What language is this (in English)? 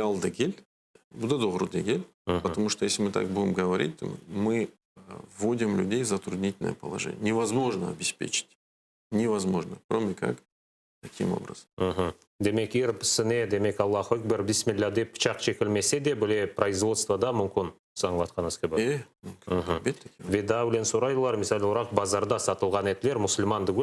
Crimean Tatar